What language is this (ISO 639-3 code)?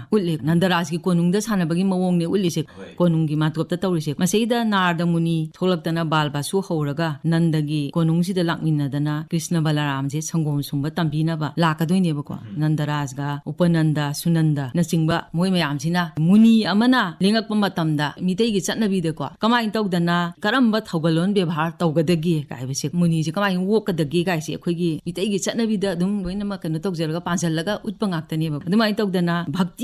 mni